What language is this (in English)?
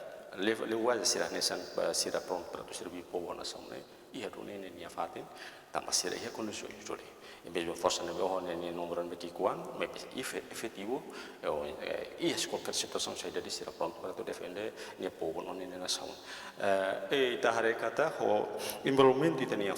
Tetum